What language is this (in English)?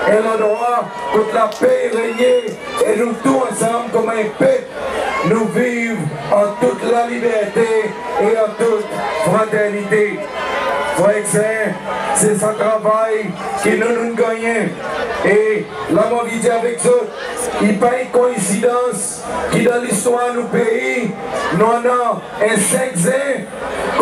Seselwa Creole French